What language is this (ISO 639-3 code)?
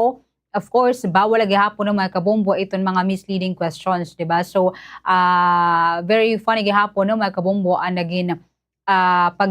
war